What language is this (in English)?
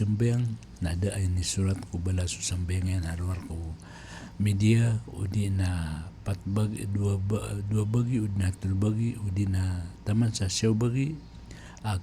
Maranao